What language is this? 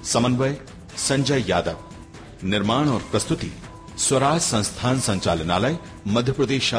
Hindi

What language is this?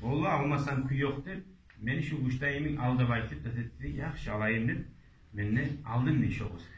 Kumyk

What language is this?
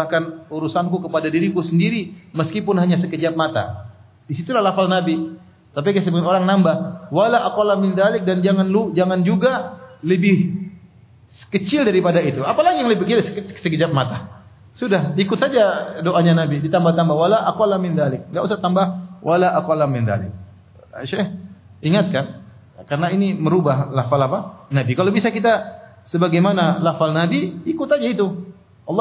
Indonesian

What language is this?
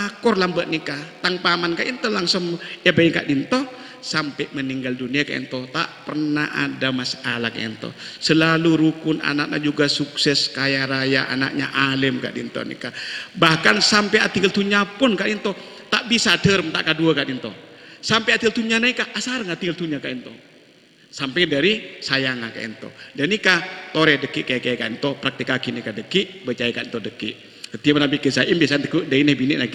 Madurese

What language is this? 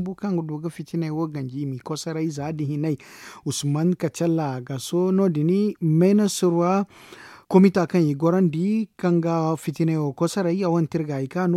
Zarma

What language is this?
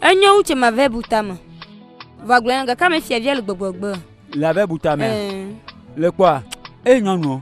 Ewe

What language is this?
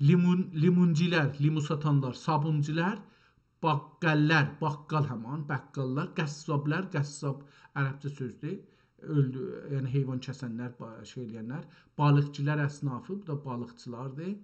South Azerbaijani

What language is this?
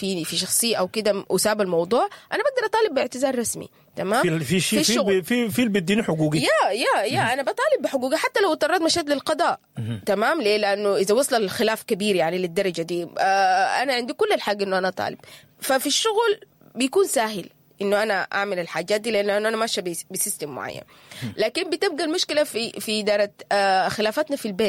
Sudanese Arabic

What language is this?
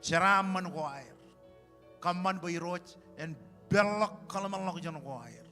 Marshallese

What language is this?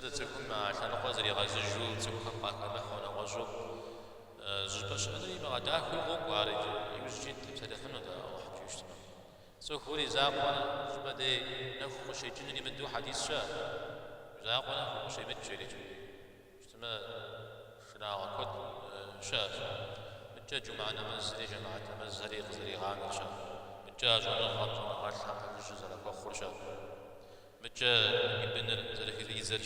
Kabardian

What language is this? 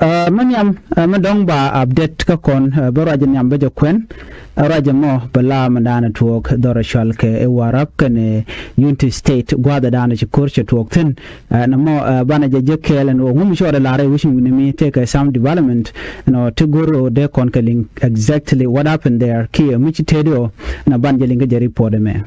Nuer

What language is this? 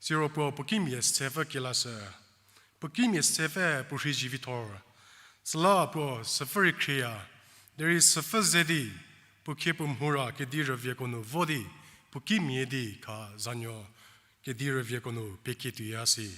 Angami Naga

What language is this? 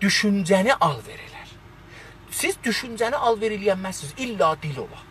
South Azerbaijani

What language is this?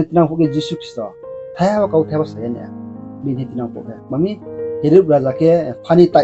Riang (India)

